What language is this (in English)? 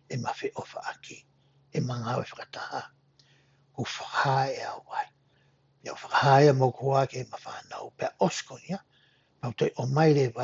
Tongan